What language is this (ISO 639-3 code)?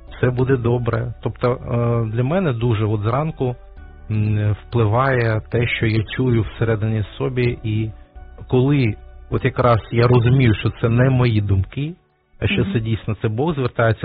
ukr